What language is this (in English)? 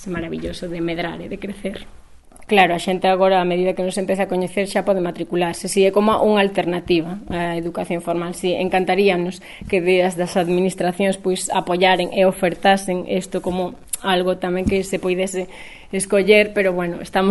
Galician